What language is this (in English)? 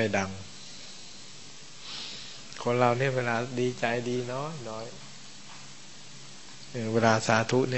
Thai